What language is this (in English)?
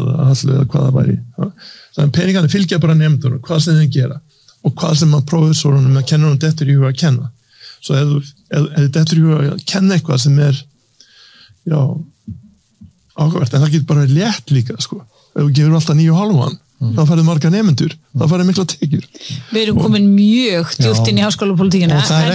Icelandic